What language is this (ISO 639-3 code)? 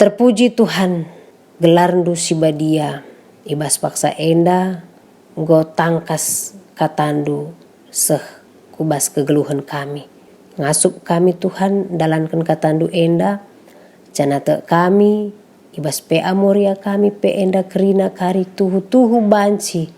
btx